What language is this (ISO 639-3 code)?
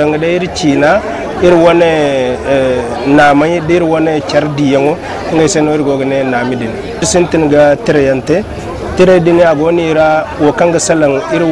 dje